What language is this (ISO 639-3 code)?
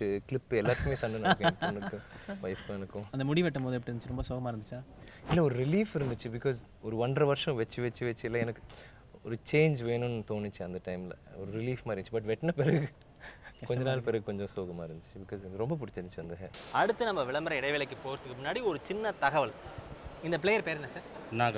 tam